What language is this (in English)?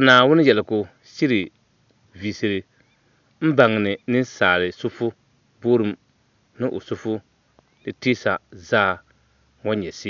Dagbani